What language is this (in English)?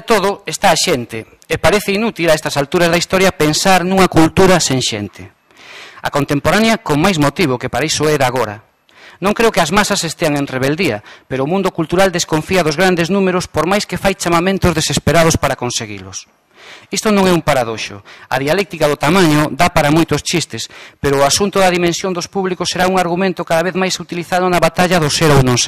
Galician